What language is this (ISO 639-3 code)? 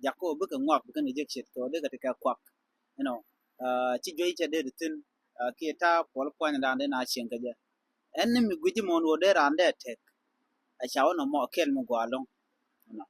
nus